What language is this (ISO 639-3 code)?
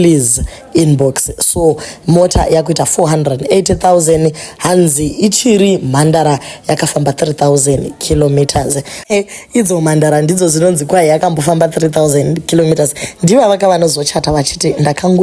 sna